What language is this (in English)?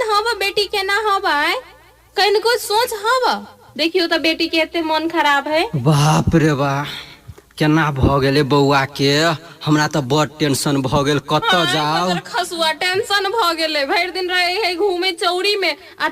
Maithili